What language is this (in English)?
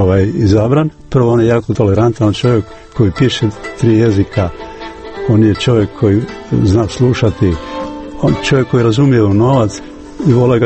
Croatian